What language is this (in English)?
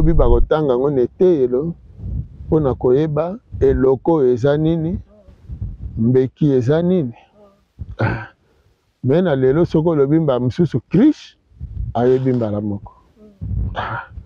Lingala